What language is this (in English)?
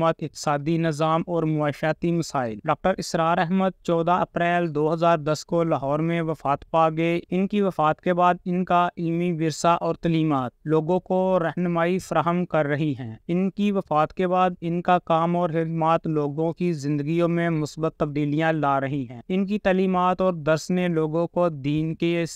Urdu